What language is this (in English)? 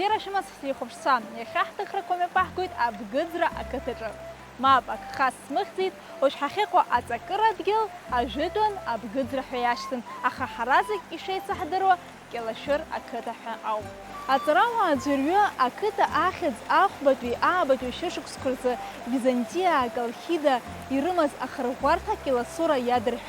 Abkhazian